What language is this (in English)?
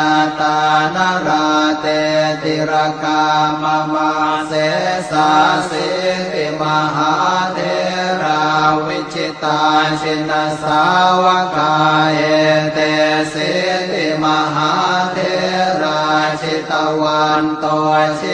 Pali